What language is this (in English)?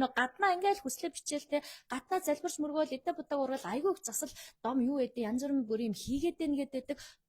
Mongolian